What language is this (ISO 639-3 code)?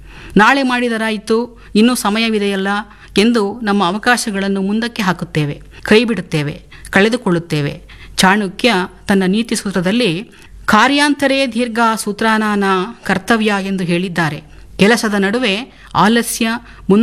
kan